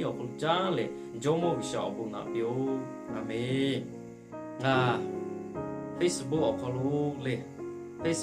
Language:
Lahu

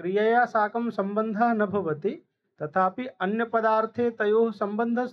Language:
Sanskrit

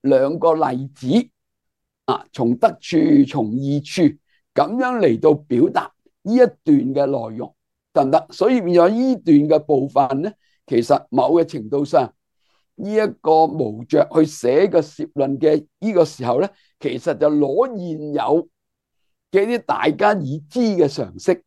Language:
Cantonese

